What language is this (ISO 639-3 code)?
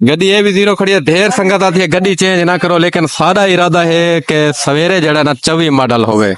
skr